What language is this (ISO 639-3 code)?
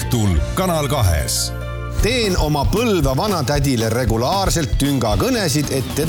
est